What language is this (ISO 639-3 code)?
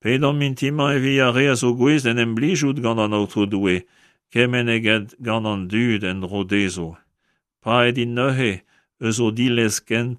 bre